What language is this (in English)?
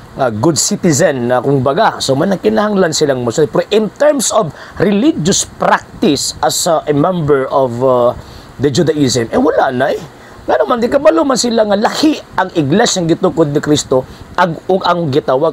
Cebuano